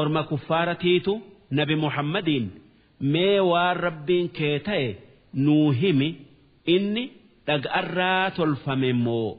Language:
Oromo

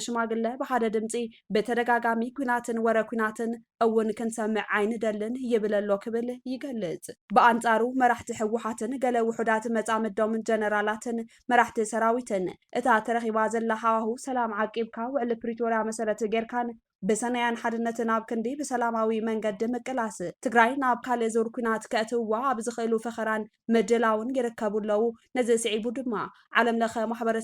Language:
Tigrinya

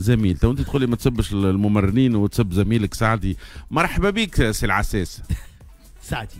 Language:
Tunisian Arabic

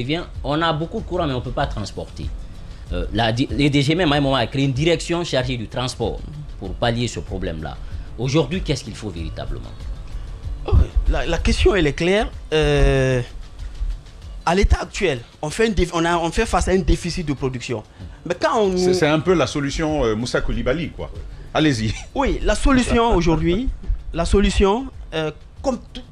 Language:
French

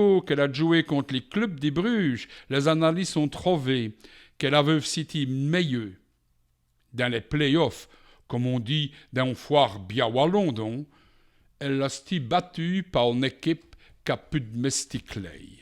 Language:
Walloon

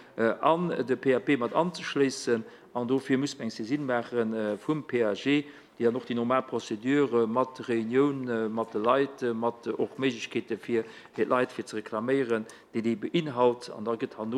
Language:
Luxembourgish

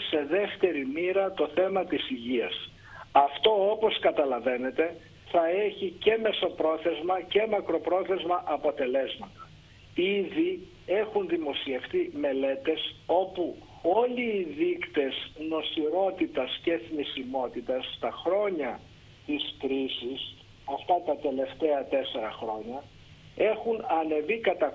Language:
Greek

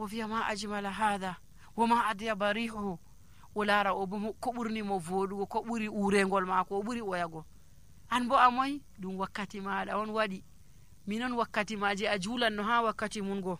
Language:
Nigerian Fulfulde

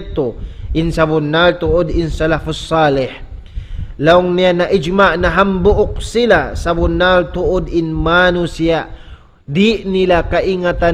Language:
Tausug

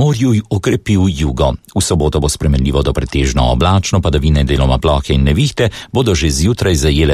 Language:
Slovenian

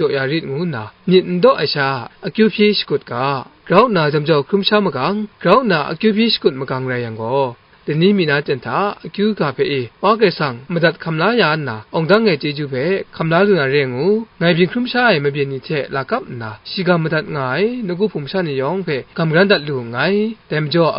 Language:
Kachin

